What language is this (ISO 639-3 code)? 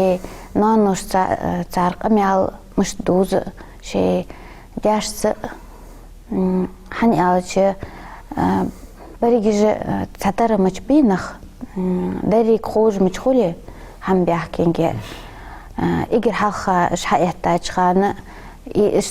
inh